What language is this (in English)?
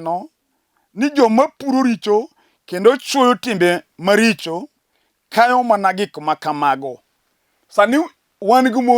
Luo (Kenya and Tanzania)